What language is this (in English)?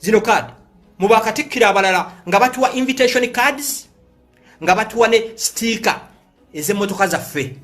Ganda